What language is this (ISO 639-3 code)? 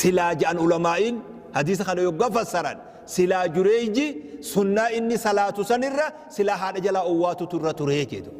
orm